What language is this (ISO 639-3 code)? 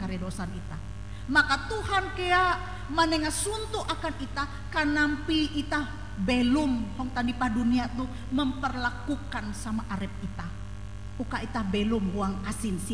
nij